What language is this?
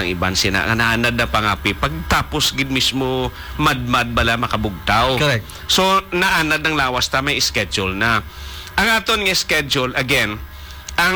Hiligaynon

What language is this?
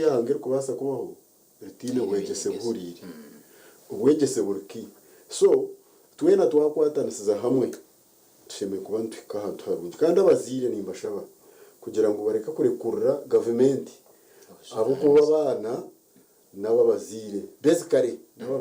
Nyankole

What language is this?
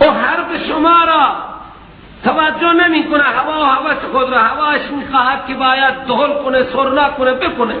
Persian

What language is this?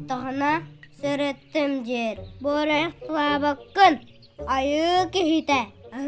Yakut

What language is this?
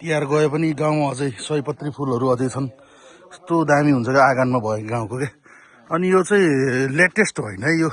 Nepali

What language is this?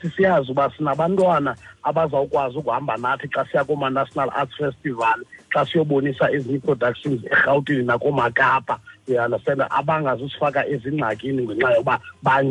Xhosa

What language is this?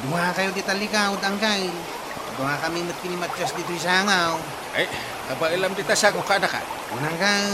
Iloko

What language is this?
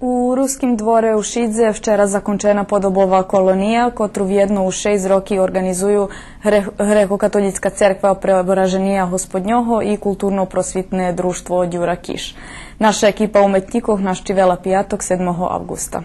Rusyn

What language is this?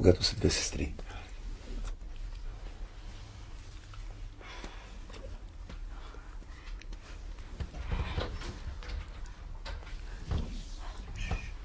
Bulgarian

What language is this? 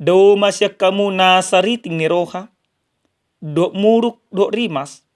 Batak Toba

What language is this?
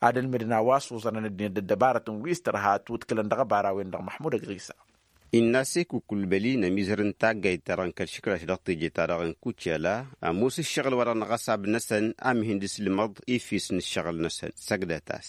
Tamasheq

